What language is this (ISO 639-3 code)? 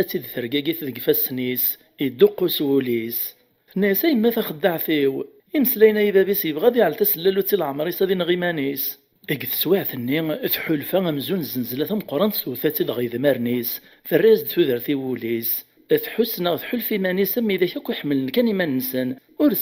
kab